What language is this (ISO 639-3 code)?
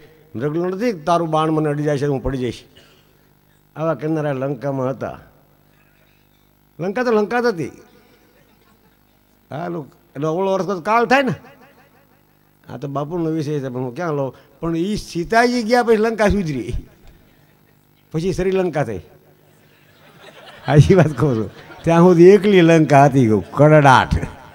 guj